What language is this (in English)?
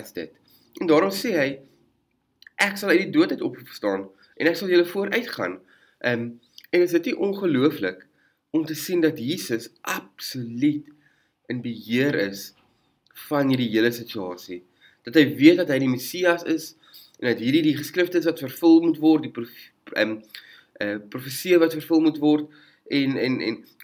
Afrikaans